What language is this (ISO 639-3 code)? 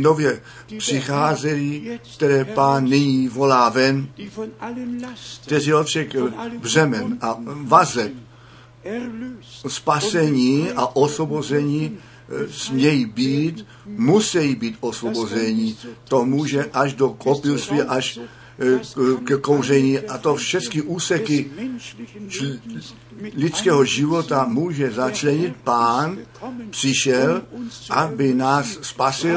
ces